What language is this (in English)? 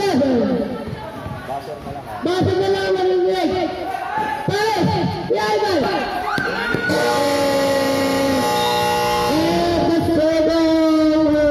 Filipino